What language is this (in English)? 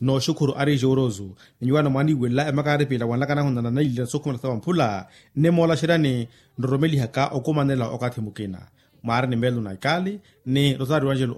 Makhuwa